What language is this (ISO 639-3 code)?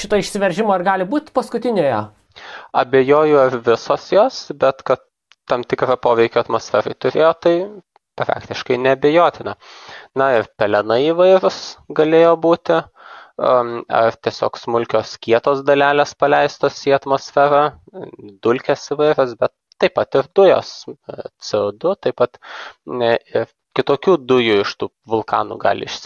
lit